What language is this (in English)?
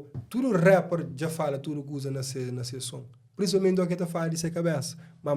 Kabuverdianu